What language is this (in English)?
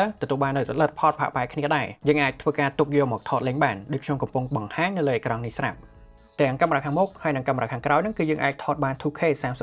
Khmer